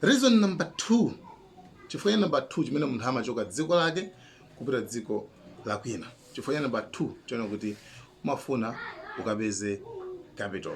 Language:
Nyanja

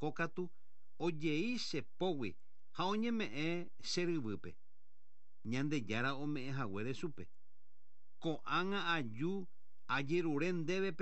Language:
Guarani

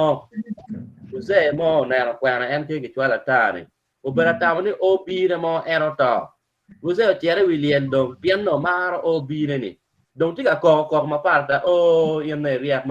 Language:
Acoli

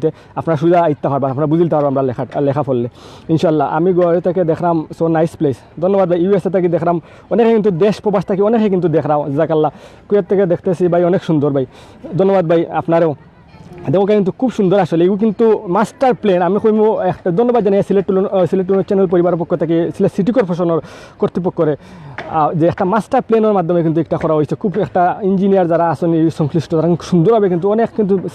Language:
Sylheti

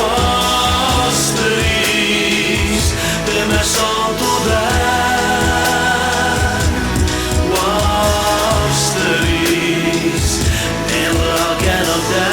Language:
Ossetic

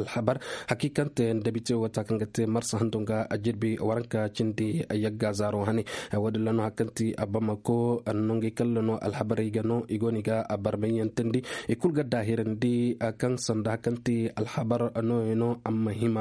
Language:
Zarma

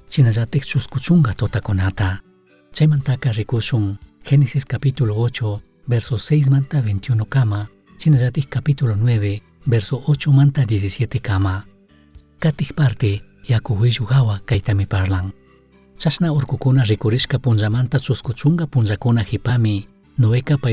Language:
Chimborazo Highland Quichua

